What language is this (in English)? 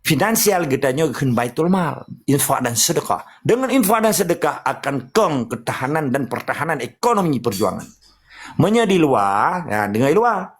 Achinese